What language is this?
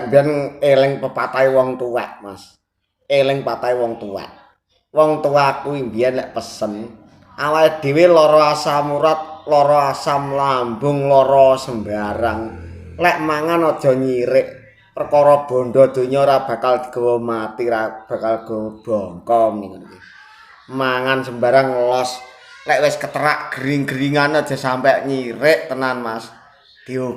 Javanese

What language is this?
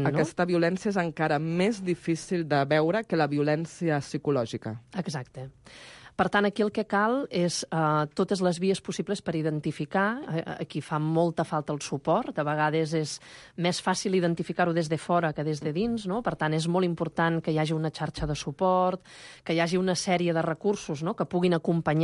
Catalan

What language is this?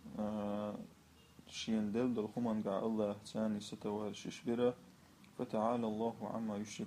Chechen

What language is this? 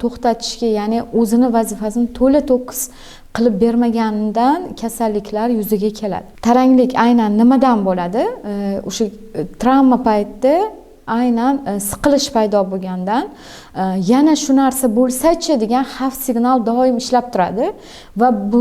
Uzbek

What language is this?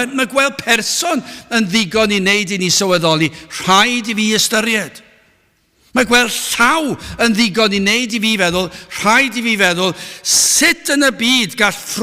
Welsh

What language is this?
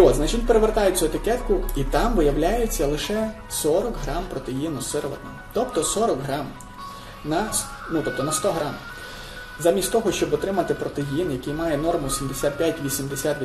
Ukrainian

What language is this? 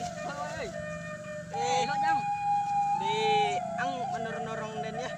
Minangkabau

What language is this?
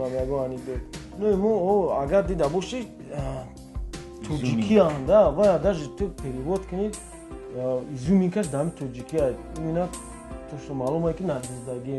Tajik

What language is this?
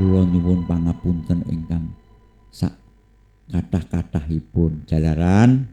Javanese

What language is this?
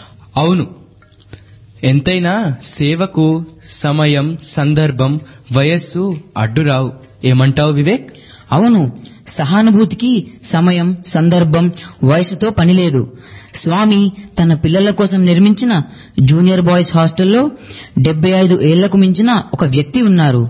Telugu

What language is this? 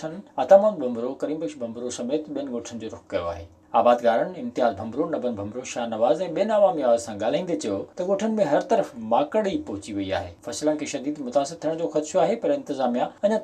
Sindhi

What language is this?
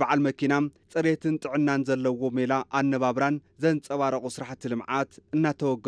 Tigrinya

